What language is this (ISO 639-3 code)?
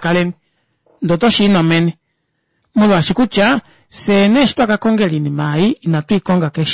kua